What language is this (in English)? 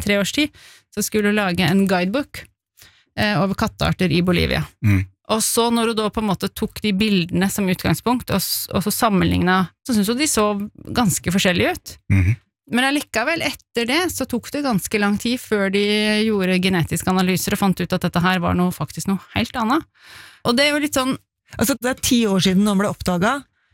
Norwegian